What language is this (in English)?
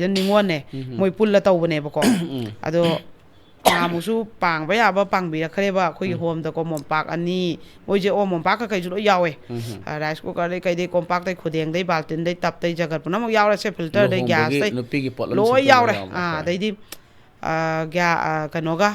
Manipuri